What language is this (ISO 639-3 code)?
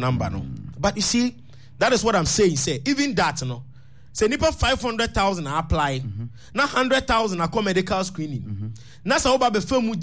aka